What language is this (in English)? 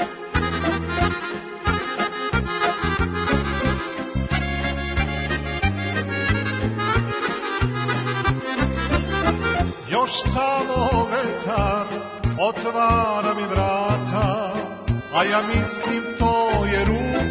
Serbian